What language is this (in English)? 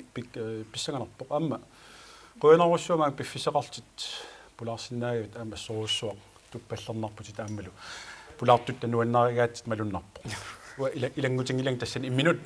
Kalaallisut